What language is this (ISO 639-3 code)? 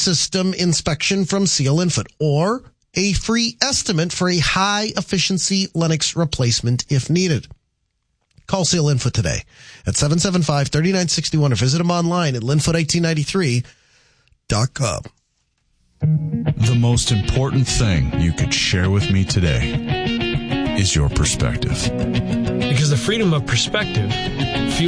eng